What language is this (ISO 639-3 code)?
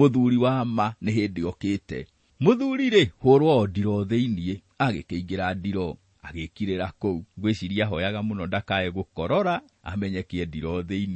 kik